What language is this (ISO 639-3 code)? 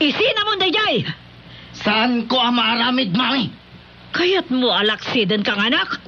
ilo